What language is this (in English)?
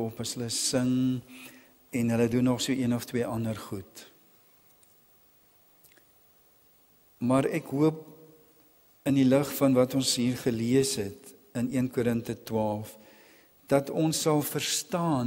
Afrikaans